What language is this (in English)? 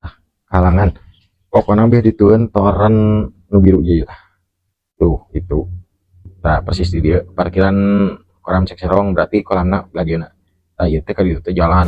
Sundanese